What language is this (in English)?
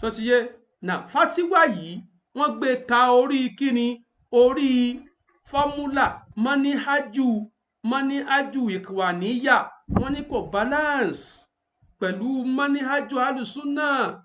Yoruba